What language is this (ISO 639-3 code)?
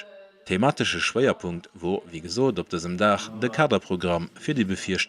ltz